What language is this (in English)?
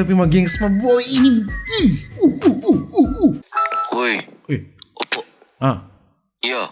Manado Malay